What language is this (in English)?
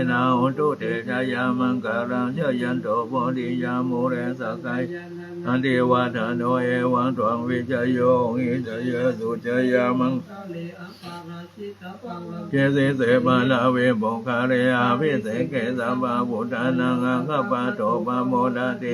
Pali